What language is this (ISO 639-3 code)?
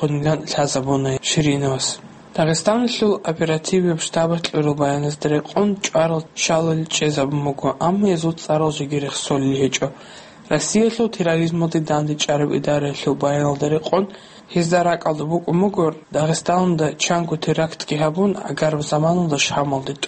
ava